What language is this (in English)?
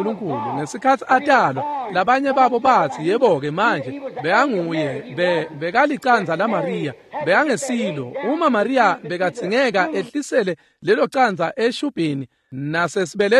Swati